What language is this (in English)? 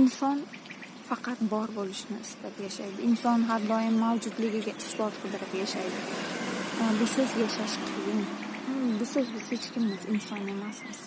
Uzbek